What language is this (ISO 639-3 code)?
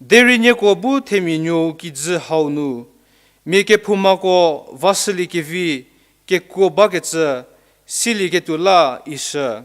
njm